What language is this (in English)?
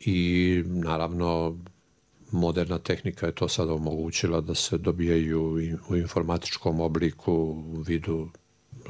Serbian